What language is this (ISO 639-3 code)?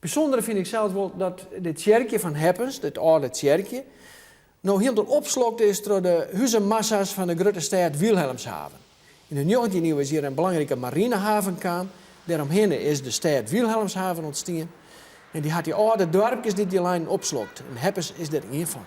fry